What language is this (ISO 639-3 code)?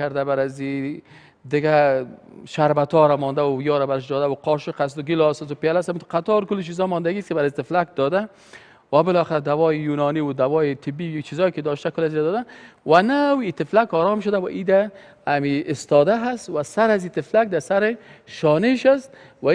fas